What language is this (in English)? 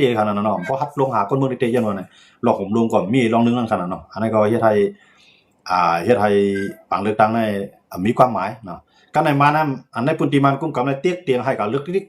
Shan